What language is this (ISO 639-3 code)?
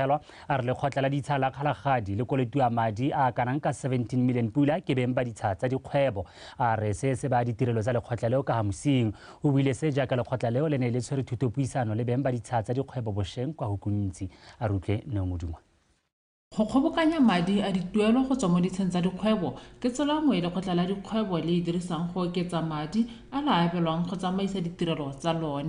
tsn